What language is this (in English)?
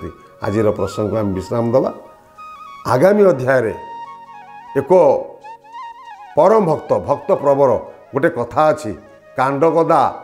Odia